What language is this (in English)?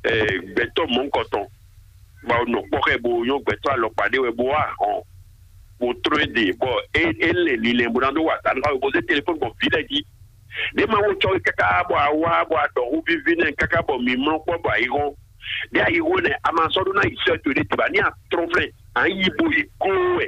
Fon